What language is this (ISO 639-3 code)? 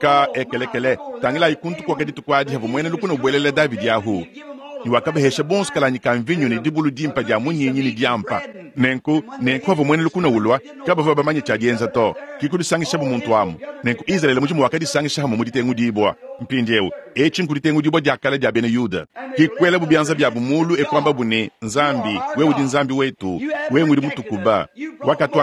lua